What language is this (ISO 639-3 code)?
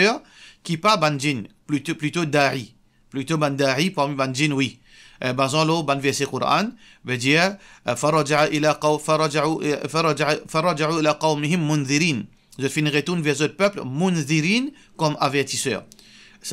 mfe